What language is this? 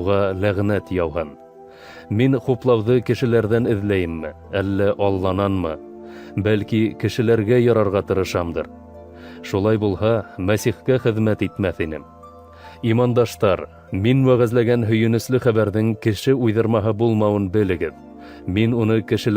Bashkir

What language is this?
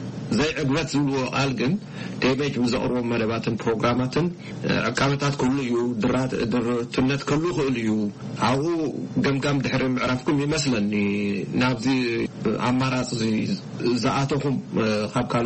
Tigrinya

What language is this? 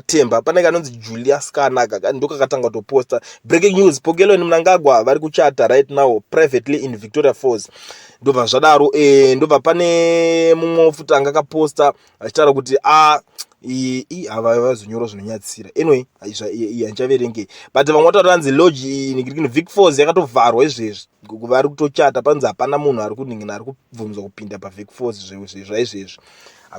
Shona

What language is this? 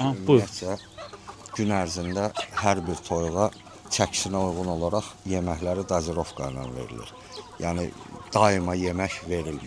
Azerbaijani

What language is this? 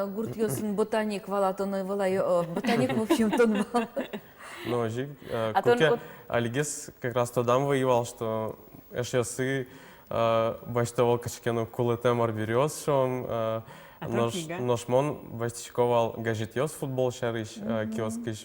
Udmurt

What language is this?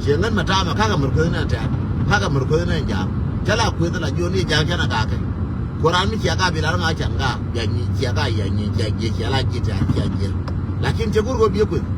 Nuer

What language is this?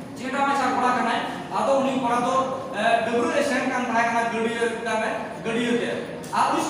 Santali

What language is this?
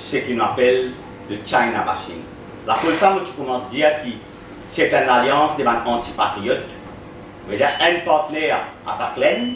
Morisyen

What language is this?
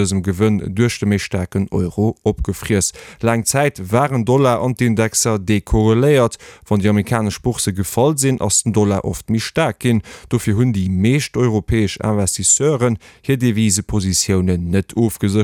Luxembourgish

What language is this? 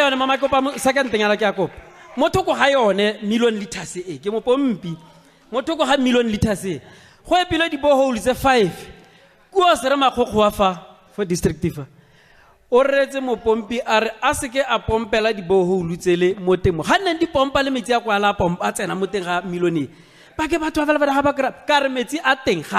Tswana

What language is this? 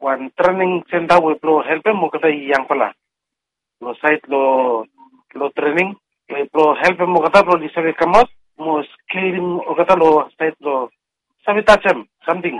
Bislama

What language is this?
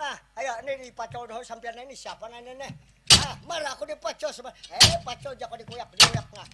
Banjar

